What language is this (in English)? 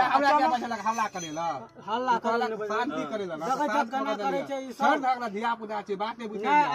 Maithili